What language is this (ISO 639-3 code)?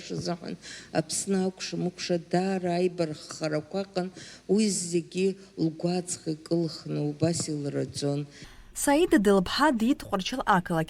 abk